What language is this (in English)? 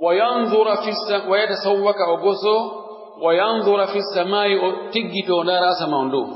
Pular